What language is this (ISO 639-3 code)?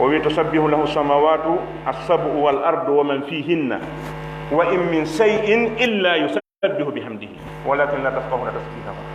fuf